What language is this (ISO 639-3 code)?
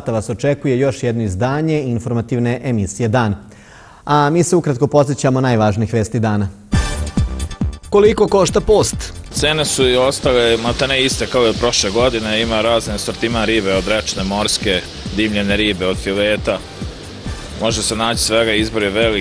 srp